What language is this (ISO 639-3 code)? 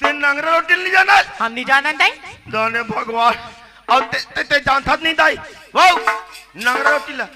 hne